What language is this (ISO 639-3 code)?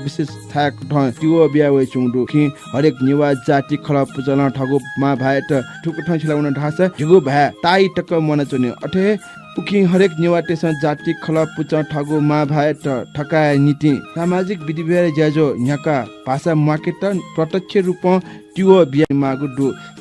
new